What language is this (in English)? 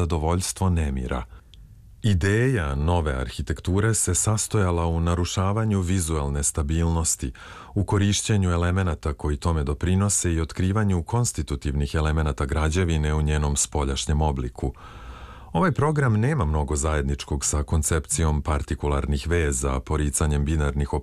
Serbian